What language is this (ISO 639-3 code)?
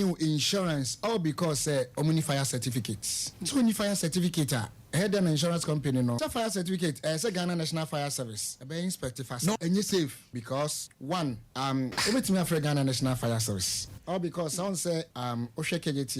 aka